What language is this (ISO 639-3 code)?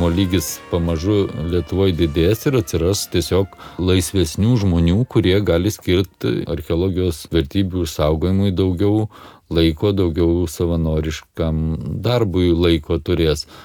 lit